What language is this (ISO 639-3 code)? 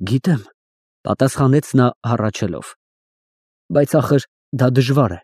hye